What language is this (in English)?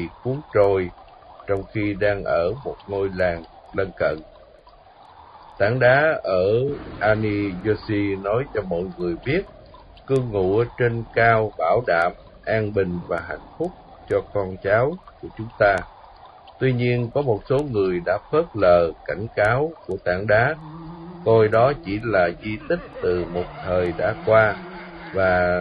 Vietnamese